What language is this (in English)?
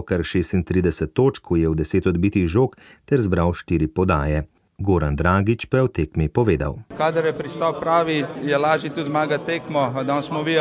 Slovenian